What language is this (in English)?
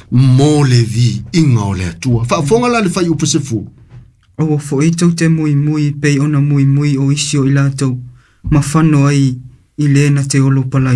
Samoan